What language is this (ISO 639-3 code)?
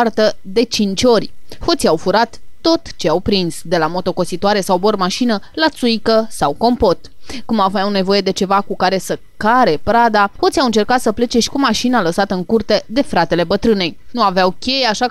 ron